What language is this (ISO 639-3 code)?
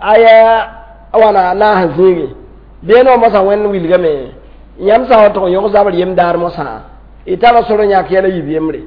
mos